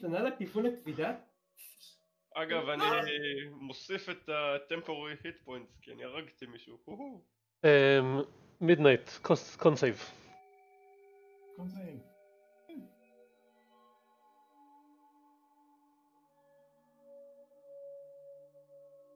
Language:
Hebrew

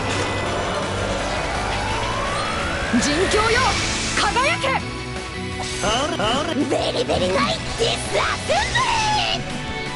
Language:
Japanese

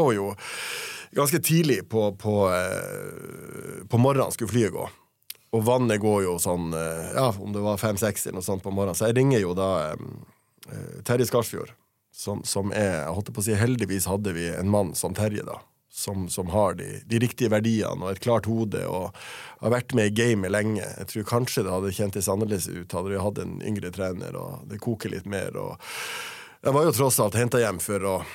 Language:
Norwegian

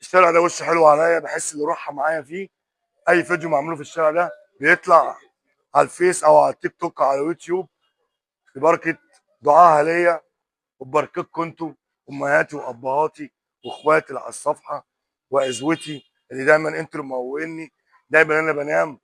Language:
Egyptian Arabic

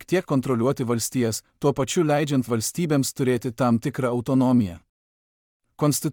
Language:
Lithuanian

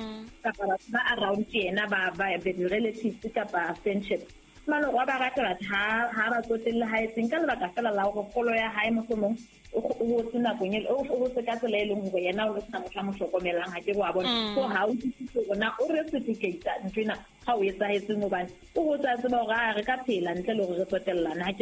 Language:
Southern Sotho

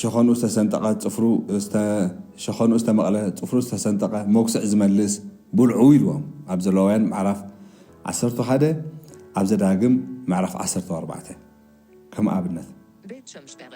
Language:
Tigrinya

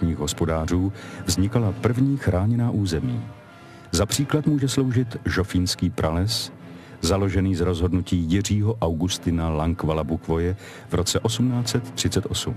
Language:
Czech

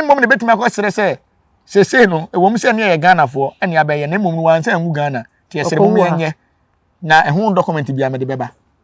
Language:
Akan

